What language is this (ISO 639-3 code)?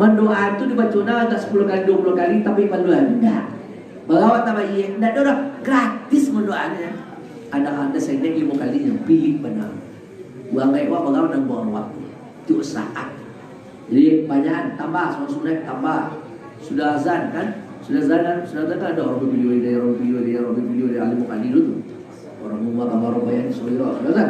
min